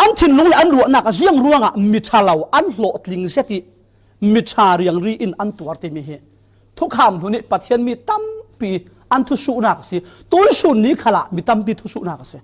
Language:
Falam Chin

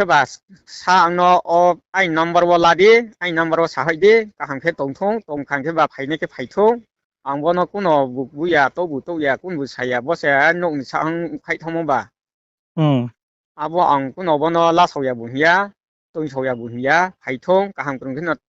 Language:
Riang (India)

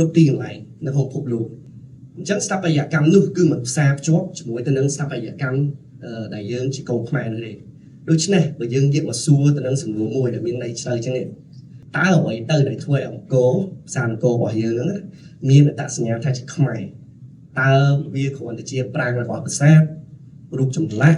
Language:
Khmer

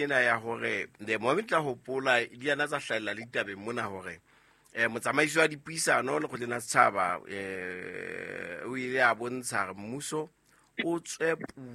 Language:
Southern Sotho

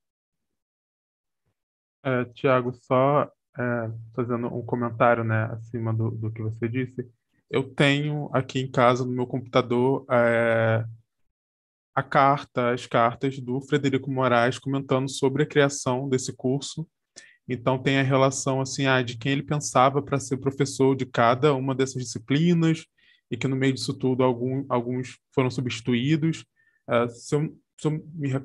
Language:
Portuguese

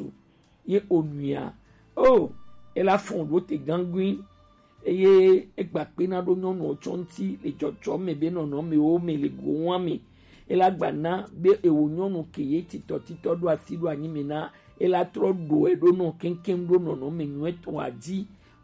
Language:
Gen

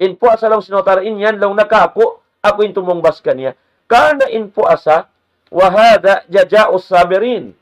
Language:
Tausug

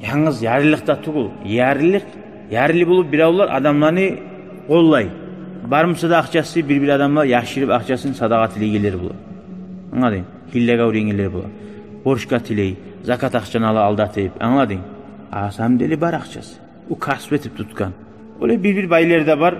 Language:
Kumyk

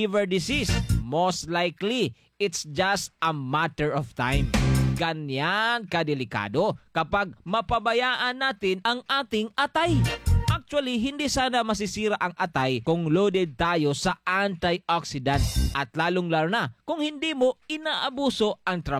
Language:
Filipino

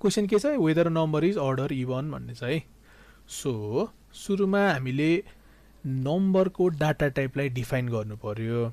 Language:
Nepali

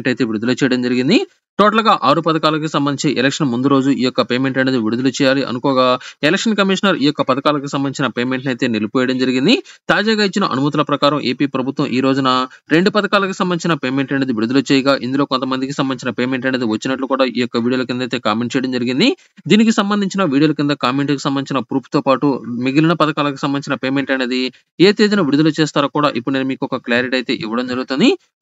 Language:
Telugu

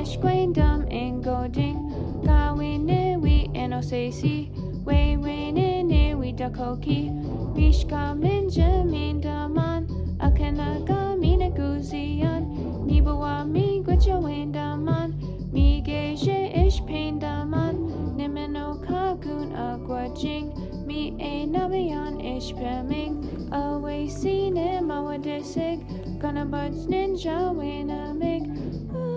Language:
Chippewa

